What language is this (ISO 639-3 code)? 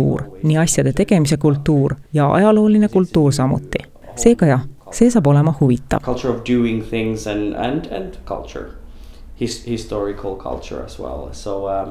est